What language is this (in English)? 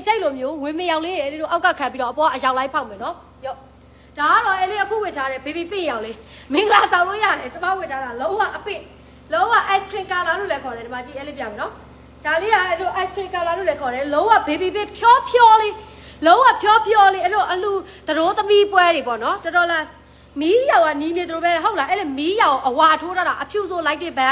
Burmese